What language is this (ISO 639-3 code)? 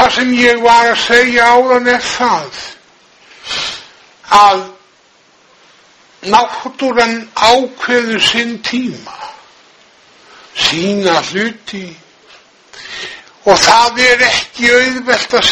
isl